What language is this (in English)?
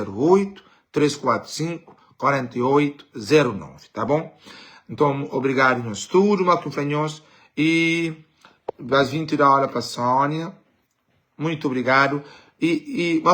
Kabuverdianu